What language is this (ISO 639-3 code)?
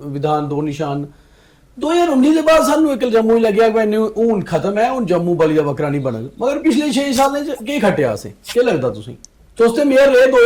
doi